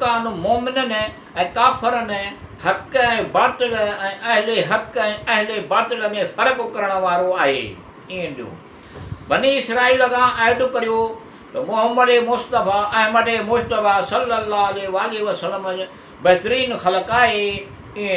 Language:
Sindhi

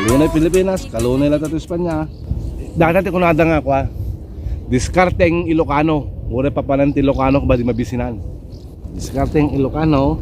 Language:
Iloko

